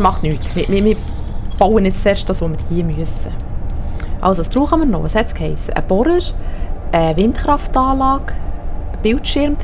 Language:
Swiss German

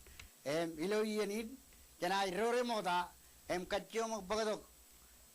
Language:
Marshallese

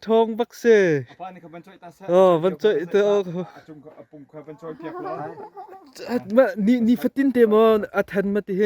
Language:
Hakha Chin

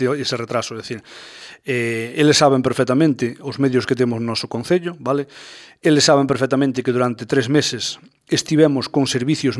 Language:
Galician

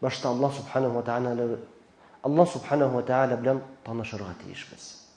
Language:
Tatar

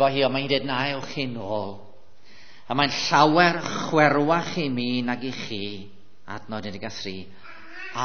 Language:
Welsh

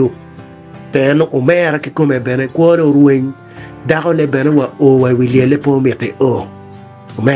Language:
Acoli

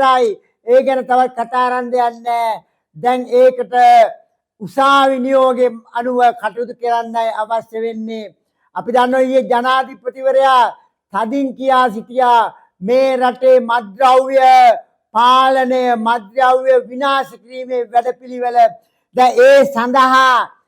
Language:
Sinhala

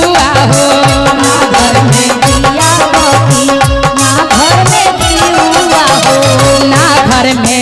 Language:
Magahi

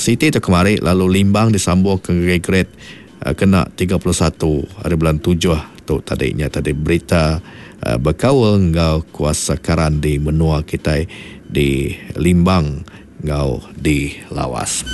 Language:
Iban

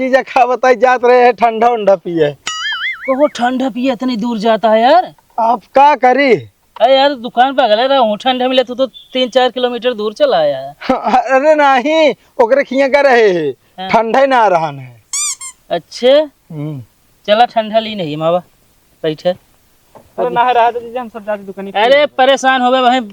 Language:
Awadhi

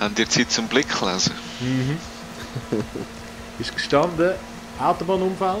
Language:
Swiss German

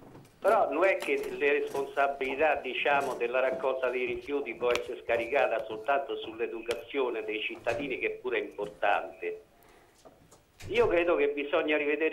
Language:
Italian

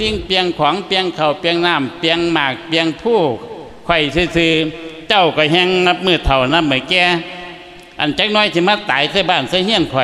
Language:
Lao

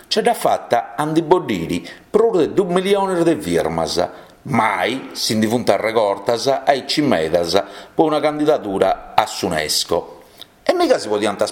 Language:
Sardinian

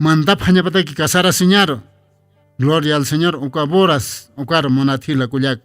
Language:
Aymara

